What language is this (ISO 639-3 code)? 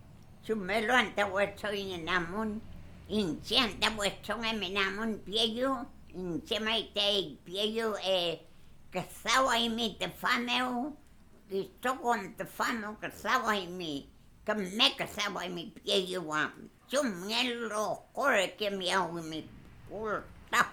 arn